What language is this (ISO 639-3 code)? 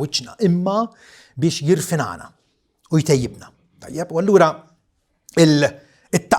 mlt